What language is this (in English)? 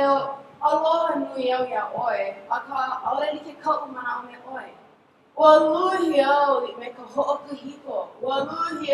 Hawaiian